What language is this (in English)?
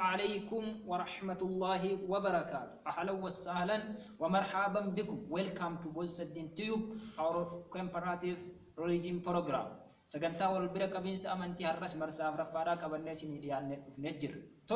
Oromo